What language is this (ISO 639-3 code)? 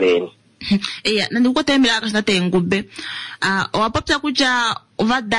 kua